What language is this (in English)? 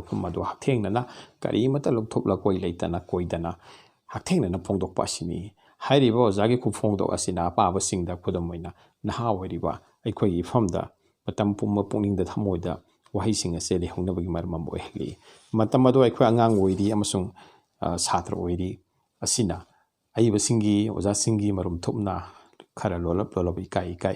Manipuri